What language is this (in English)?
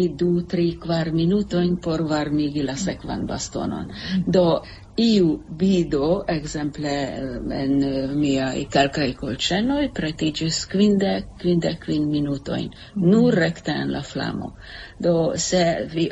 Esperanto